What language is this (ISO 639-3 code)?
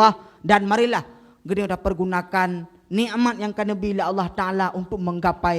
ace